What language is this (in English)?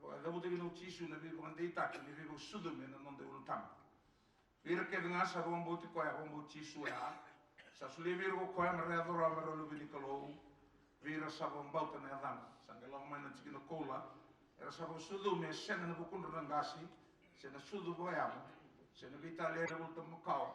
Fijian